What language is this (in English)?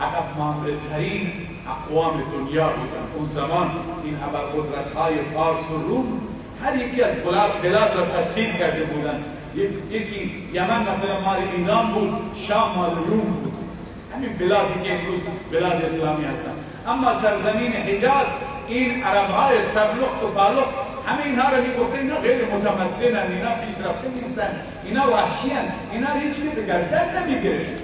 Persian